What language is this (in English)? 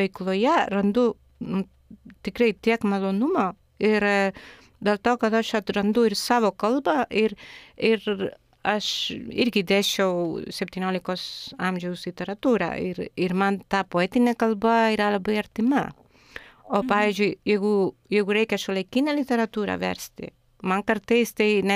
Lithuanian